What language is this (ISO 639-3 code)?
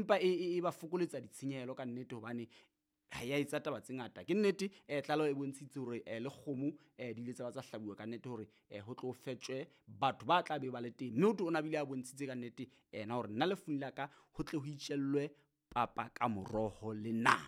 sot